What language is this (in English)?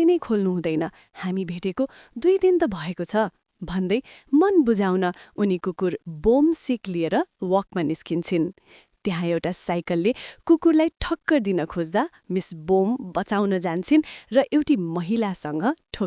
Nepali